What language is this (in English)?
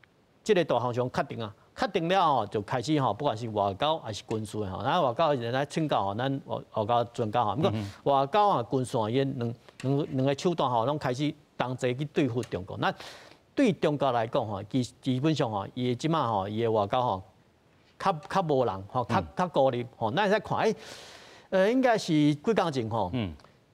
Min Nan Chinese